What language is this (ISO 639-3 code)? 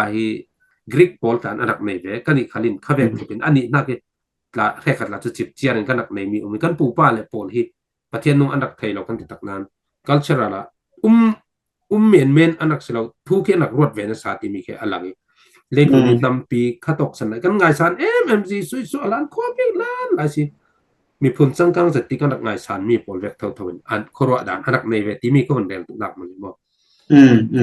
cfm